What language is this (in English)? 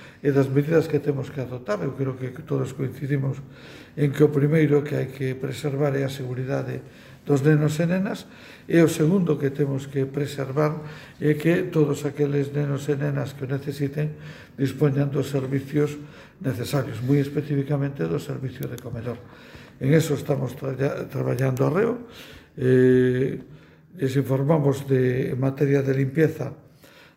Galician